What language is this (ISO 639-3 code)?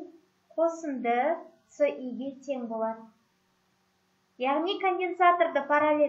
kaz